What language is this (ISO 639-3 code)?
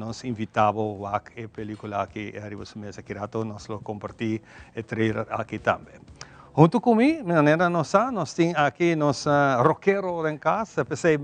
pap